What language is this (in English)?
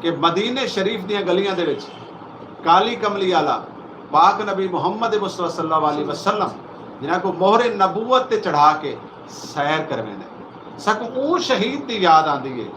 Saraiki